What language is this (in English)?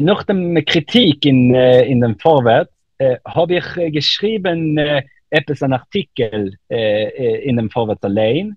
Yiddish